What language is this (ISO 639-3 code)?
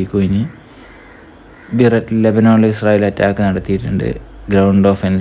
mal